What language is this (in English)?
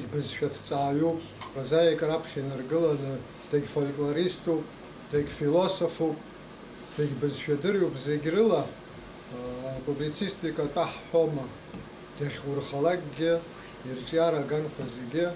Abkhazian